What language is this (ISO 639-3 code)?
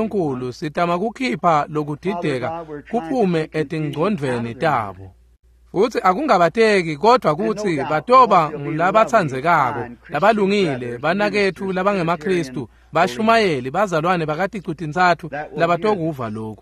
ssw